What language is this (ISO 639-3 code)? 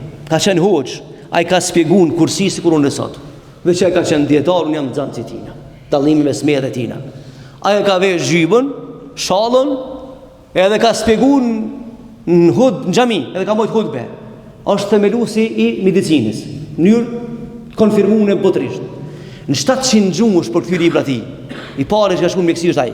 sqi